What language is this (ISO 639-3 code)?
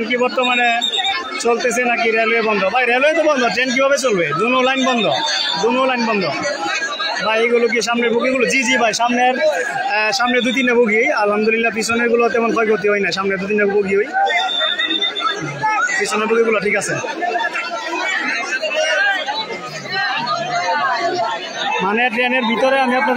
ben